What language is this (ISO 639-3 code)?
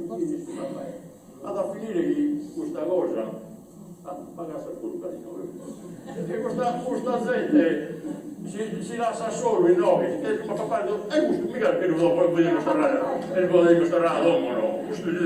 srd